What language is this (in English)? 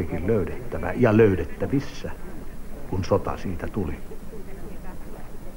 Finnish